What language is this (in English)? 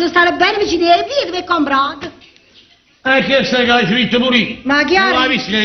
Neapolitan